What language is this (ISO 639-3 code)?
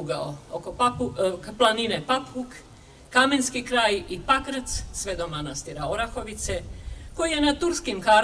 srp